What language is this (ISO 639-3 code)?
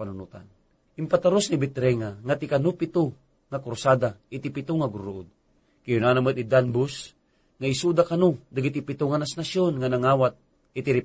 ilo